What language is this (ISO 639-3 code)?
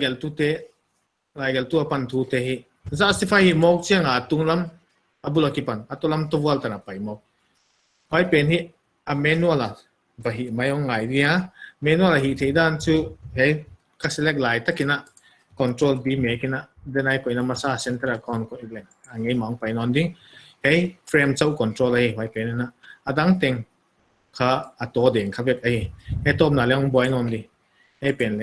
pck